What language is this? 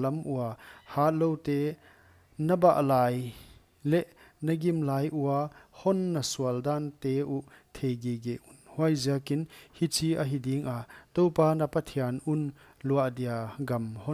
Paite Chin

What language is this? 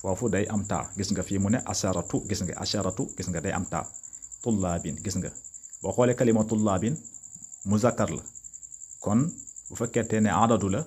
Wolof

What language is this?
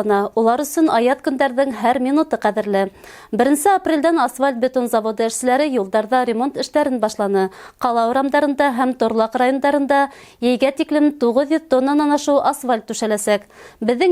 Bashkir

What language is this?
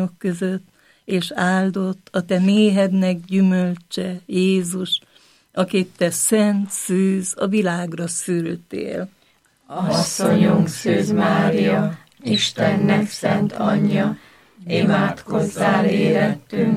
Hungarian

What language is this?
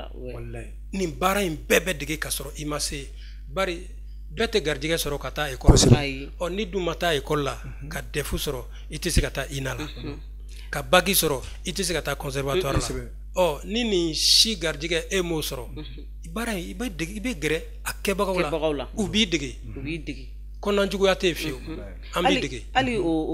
Bambara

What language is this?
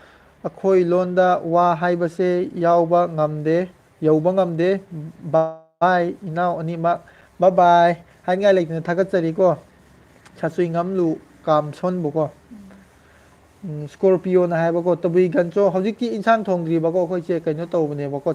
Manipuri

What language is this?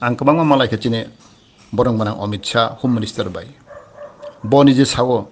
Kok Borok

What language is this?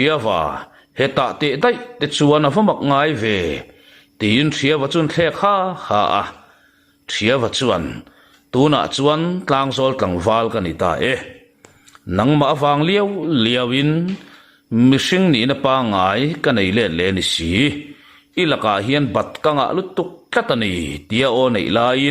Mizo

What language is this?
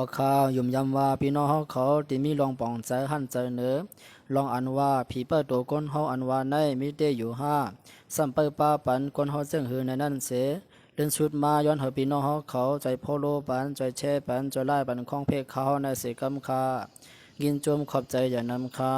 Shan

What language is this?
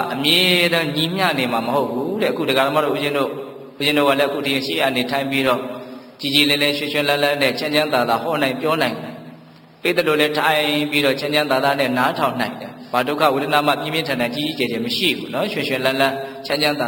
Burmese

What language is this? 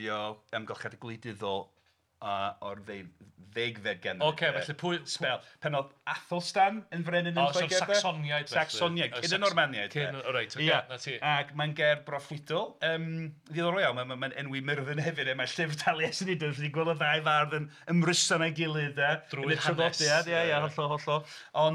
Welsh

